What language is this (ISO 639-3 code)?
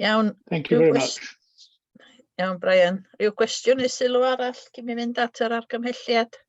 cym